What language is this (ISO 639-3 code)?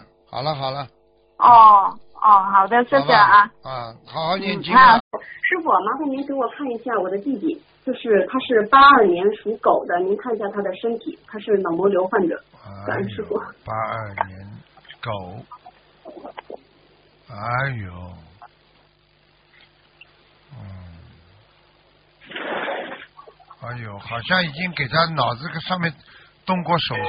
zho